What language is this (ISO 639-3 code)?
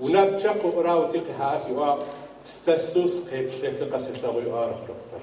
ady